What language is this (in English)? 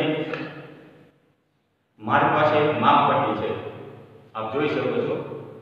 Gujarati